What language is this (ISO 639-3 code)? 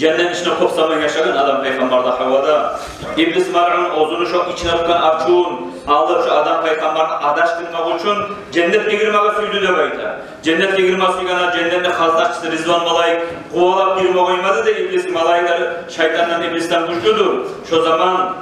kum